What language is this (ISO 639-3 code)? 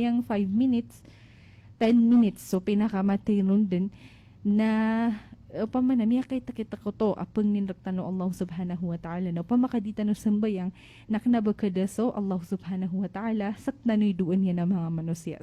mrw